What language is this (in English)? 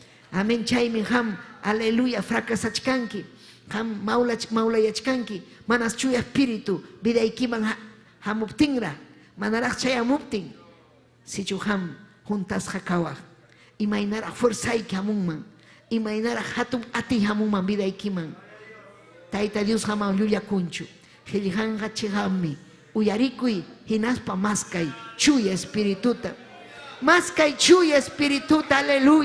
Ayacucho Quechua